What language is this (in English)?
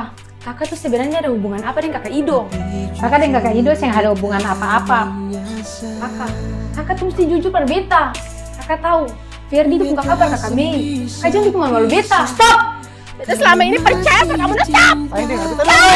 Ambonese Malay